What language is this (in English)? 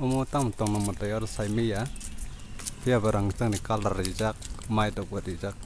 Kok Borok